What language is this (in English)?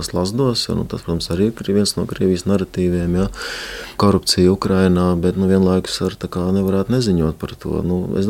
Latvian